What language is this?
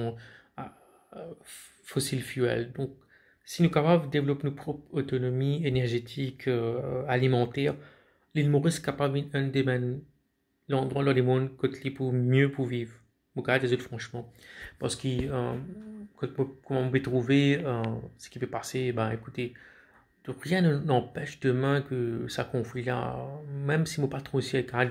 Morisyen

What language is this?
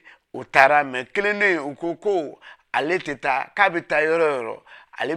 Bambara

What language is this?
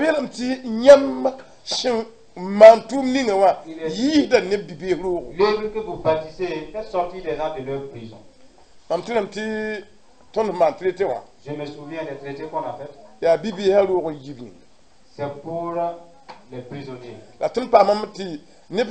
Mossi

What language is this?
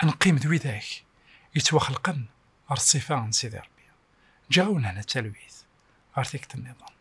Kabyle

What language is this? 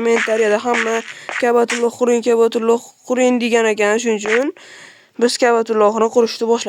Uzbek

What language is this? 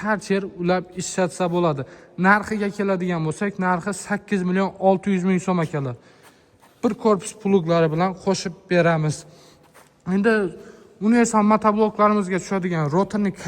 Uzbek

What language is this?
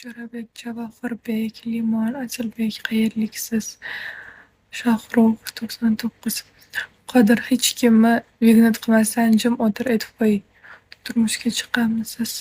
Uzbek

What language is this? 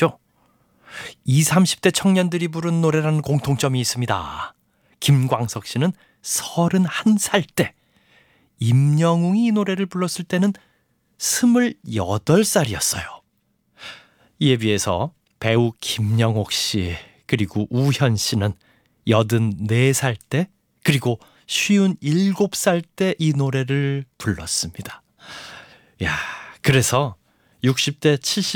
Korean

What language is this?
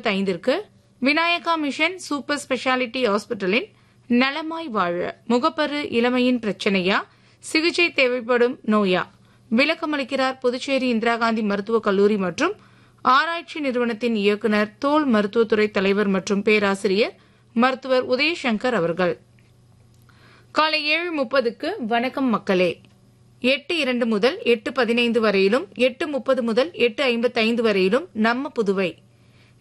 Tamil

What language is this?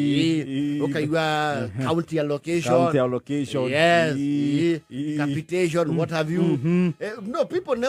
Kikuyu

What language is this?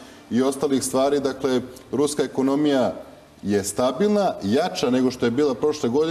Serbian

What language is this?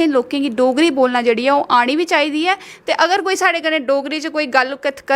Dogri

